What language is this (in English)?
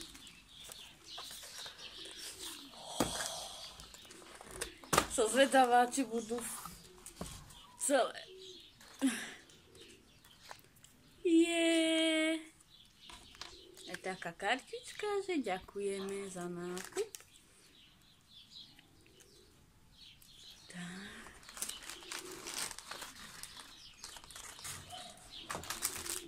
Slovak